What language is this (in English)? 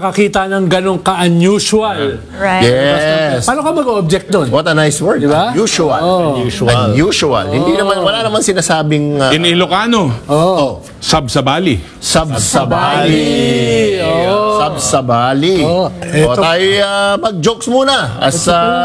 Filipino